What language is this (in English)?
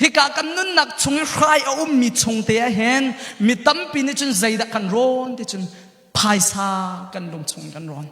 Hakha Chin